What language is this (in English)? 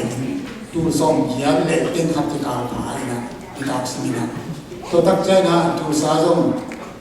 Tedim Chin